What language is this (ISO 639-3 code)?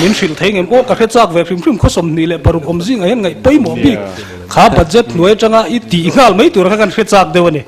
lus